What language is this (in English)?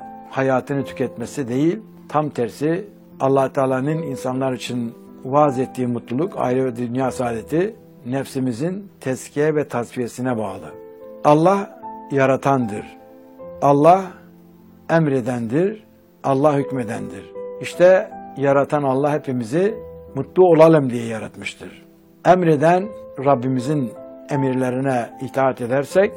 Turkish